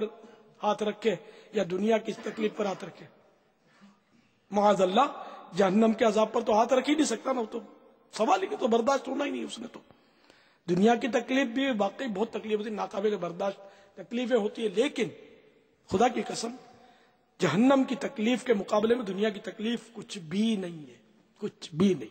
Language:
Urdu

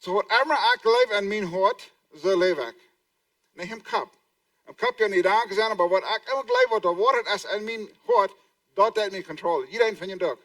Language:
Plautdietsch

